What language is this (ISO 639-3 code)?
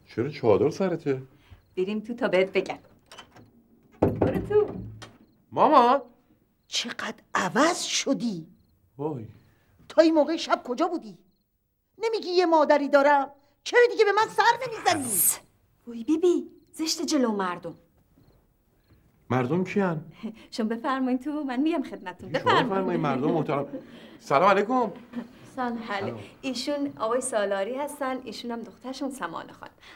fas